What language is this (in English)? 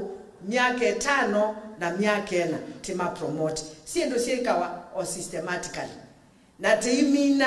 Kamba